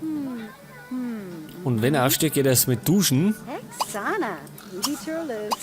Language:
Bavarian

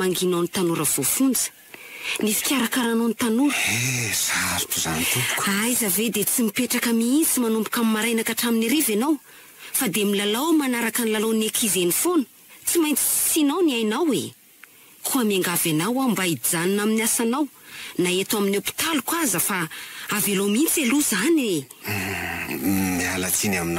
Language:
Malagasy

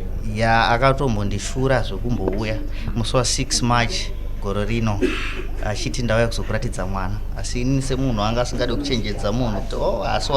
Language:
Shona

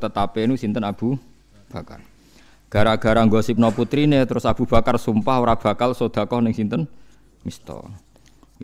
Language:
Javanese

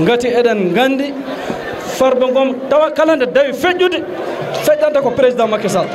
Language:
Fula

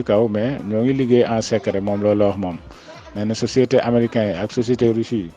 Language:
Wolof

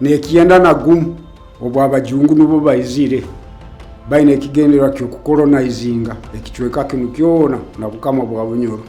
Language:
Nyoro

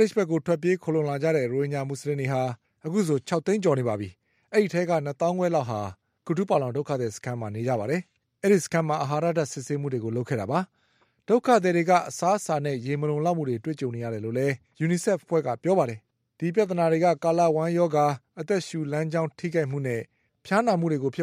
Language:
Burmese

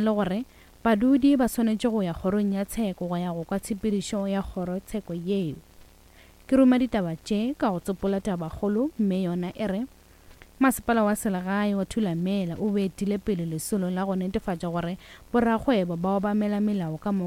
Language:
Northern Sotho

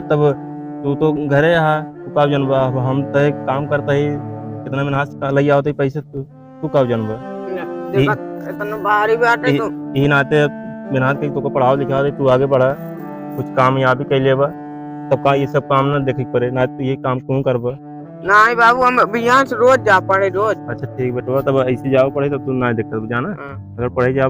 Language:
Awadhi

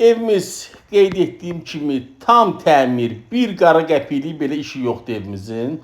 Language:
Azerbaijani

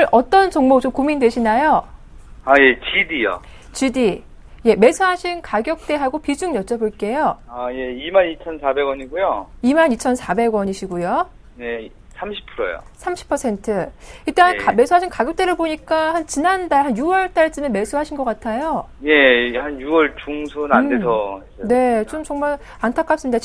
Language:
Korean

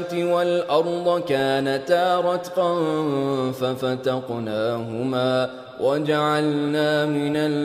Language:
Arabic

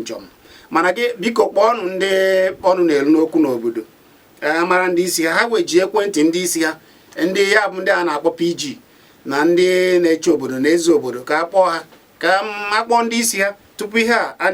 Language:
Igbo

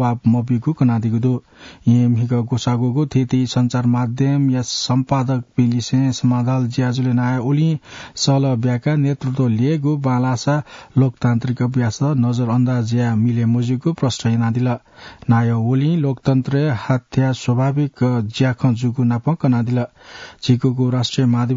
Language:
Newari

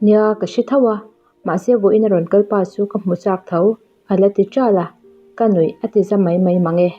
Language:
Mizo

